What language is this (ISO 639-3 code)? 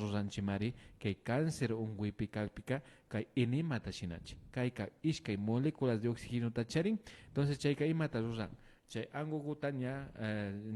qvi